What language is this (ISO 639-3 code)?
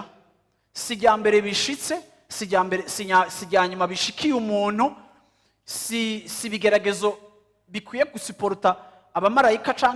run